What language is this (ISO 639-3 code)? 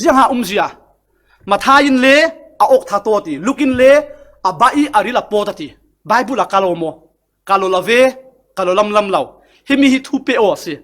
cfm